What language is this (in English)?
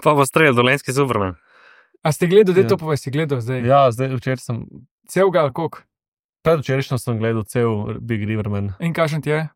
Slovenian